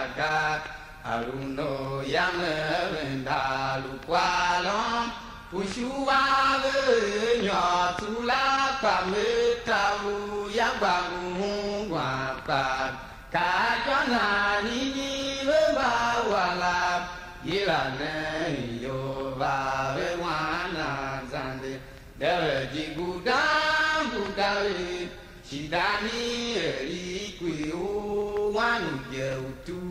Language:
Tiv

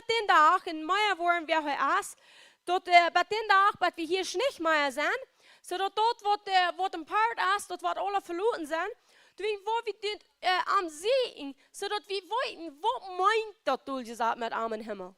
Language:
Plautdietsch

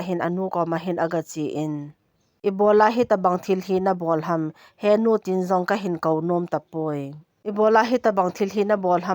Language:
Thado Chin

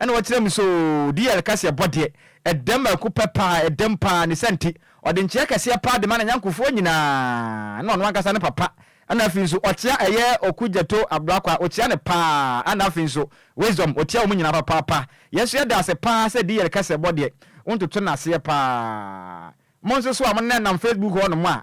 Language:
Akan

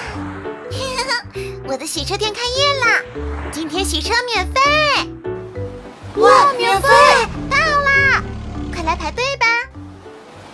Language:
Chinese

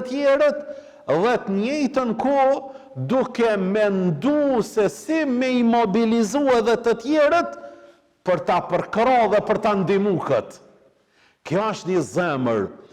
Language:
Albanian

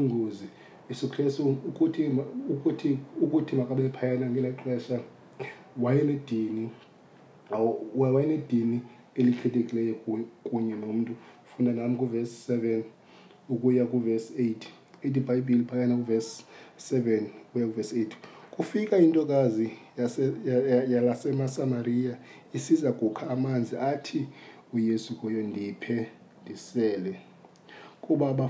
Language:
Xhosa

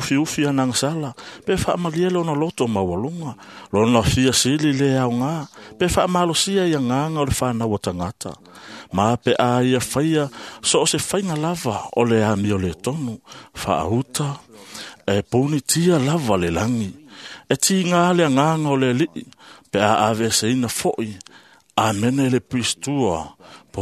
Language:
Samoan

